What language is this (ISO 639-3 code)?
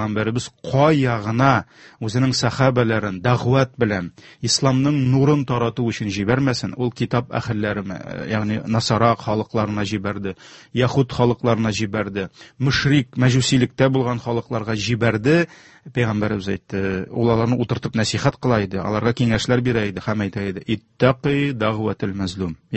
tat